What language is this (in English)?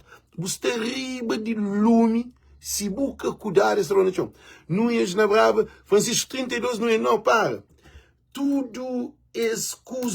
Kabuverdianu